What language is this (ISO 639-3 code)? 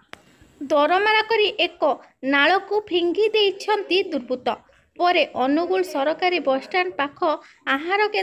ori